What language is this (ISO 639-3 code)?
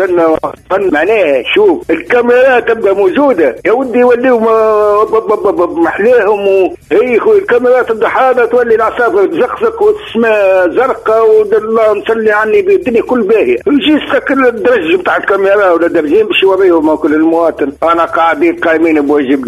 aeb